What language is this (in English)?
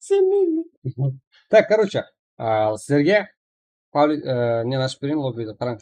Kara-Kalpak